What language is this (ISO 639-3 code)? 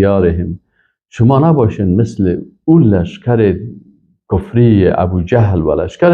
fas